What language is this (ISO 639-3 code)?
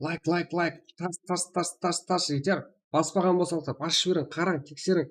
kaa